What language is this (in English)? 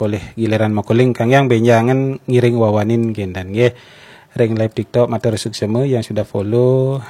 Balinese